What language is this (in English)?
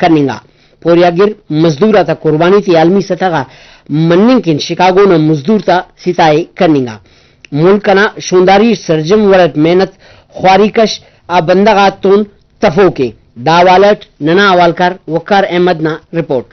Brahui